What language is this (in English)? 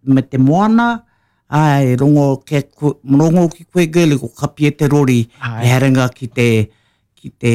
Māori